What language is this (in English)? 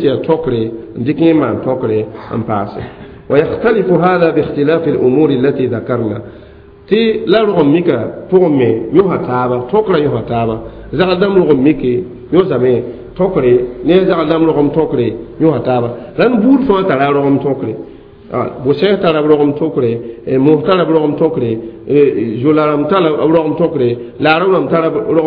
Mossi